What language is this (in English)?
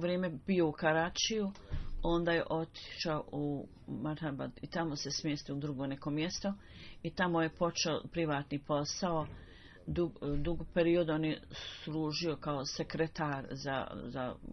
Bosnian